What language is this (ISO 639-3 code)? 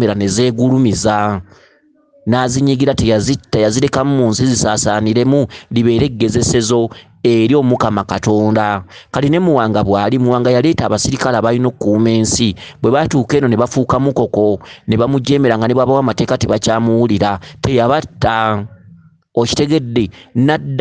lug